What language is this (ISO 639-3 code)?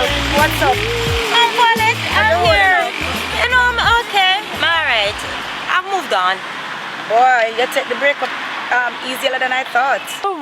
jam